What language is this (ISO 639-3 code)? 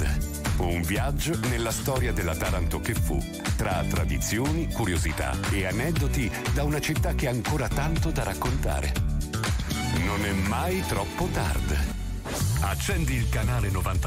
ita